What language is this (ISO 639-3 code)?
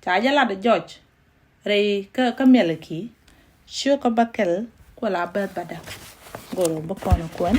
nus